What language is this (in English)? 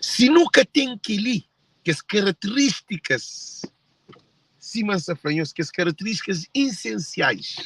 Kabuverdianu